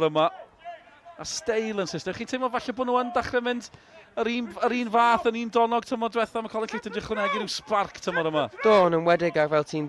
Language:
Welsh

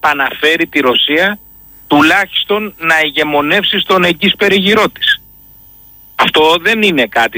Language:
Greek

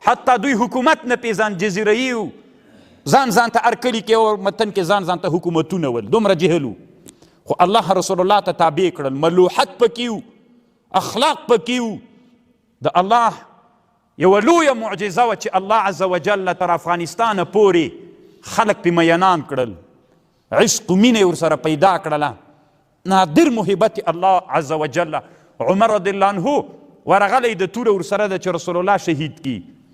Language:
Pashto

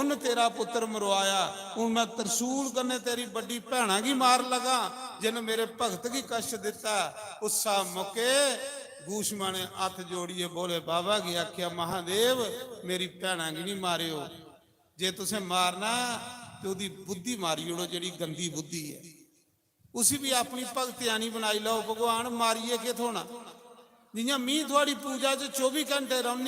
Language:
Dogri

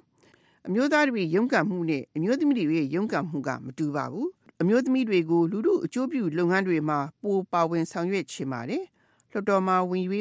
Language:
Burmese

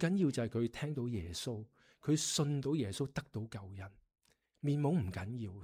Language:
Cantonese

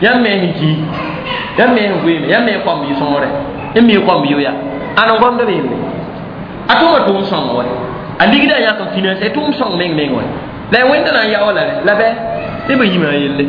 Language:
Mossi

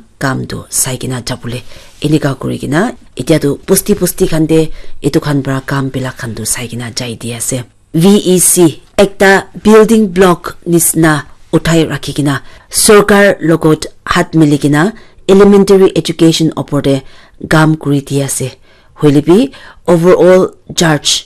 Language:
Naga Pidgin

